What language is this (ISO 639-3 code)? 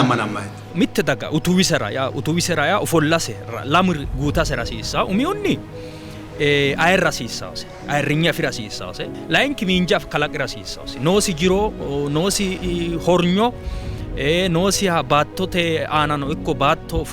sid